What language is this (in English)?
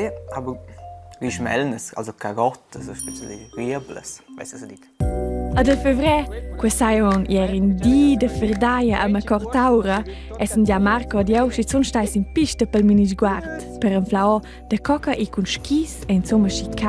Romansh